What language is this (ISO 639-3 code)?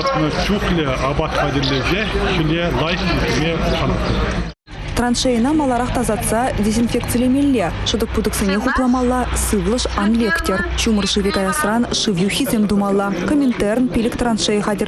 chv